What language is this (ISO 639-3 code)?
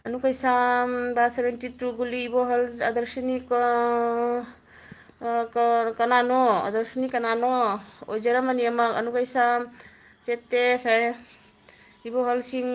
mni